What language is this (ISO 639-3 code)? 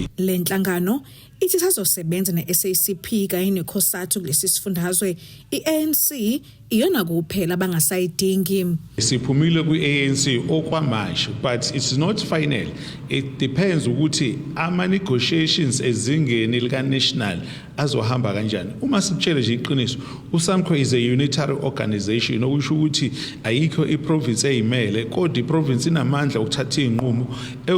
zul